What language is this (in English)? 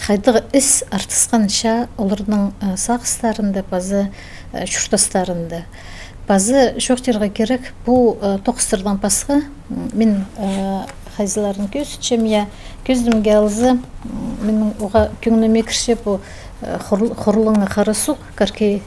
Khakas